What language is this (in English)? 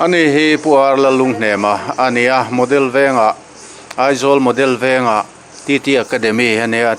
Mizo